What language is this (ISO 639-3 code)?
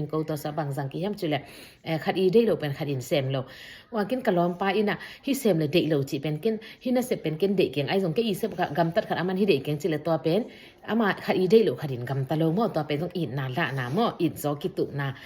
ctd